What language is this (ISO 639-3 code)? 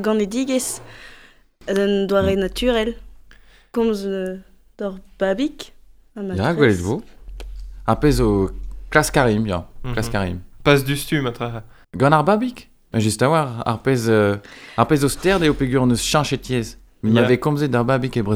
bre